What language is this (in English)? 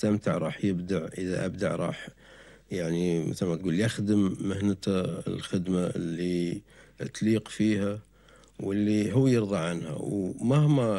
Gulf Arabic